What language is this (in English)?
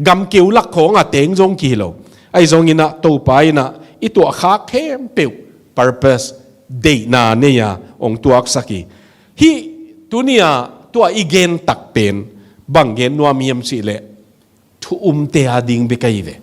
Tedim Chin